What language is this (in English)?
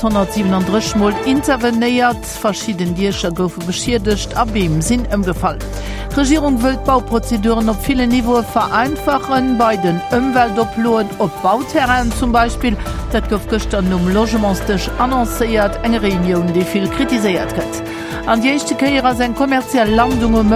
Luxembourgish